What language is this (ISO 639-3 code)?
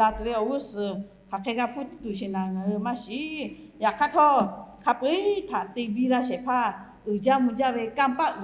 lhu